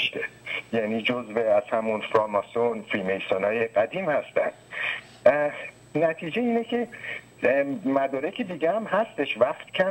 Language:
Persian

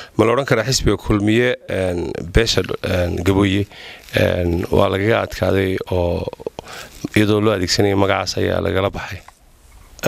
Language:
Somali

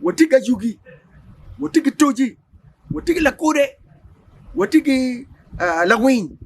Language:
Acoli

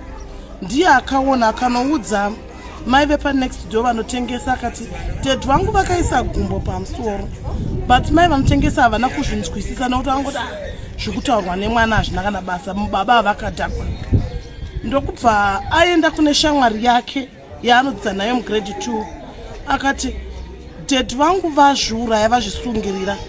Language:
Shona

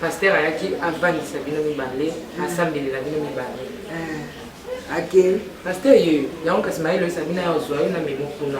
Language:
Lingala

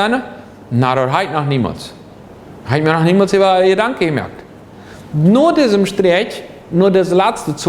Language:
Plautdietsch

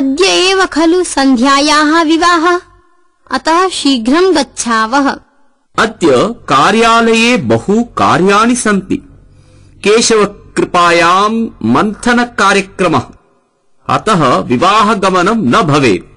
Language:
Sanskrit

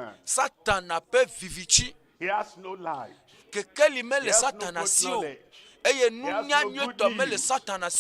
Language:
Ewe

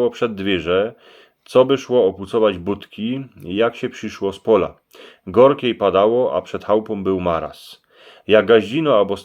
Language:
Silesian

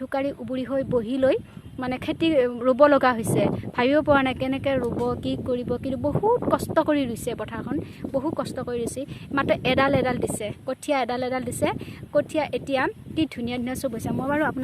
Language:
Assamese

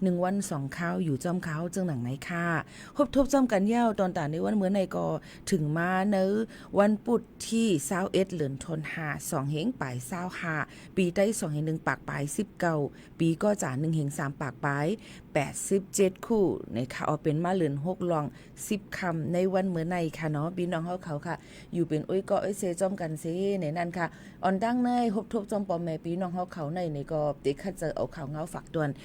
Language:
Shan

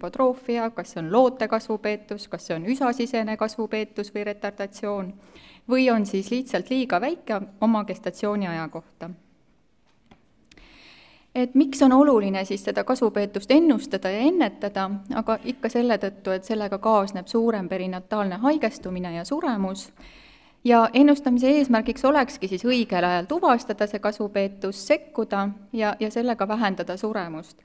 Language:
Estonian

